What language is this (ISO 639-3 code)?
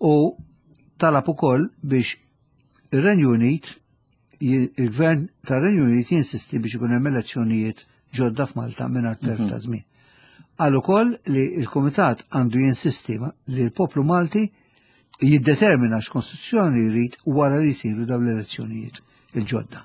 mlt